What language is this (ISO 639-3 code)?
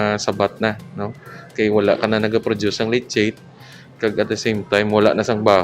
hil